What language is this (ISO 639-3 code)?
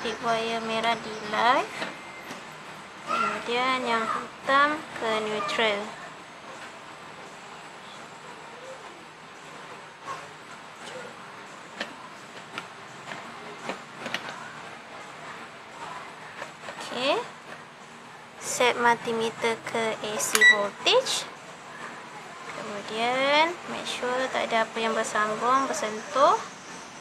msa